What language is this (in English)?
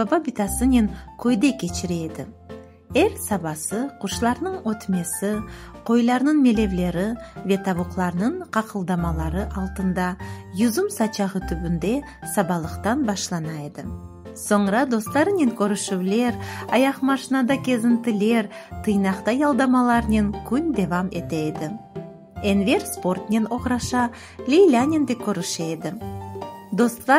Crimean Tatar